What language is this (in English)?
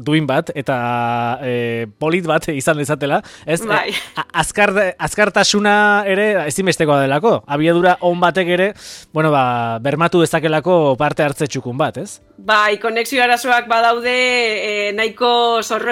Basque